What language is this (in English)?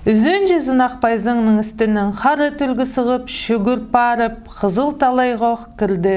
Khakas